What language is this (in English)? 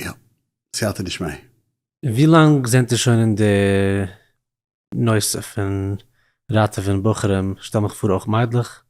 Yiddish